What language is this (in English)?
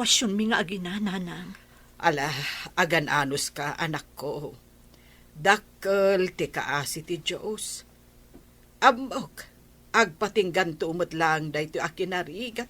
Iloko